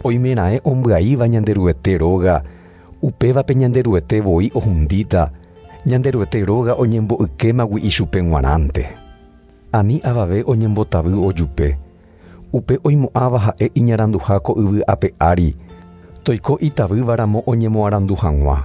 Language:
Guarani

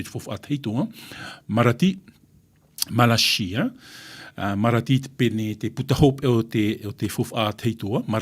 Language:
Tahitian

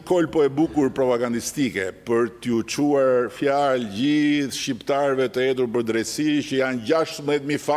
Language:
Albanian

